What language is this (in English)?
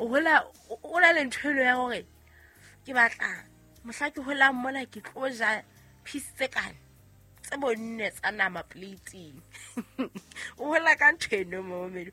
Southern Sotho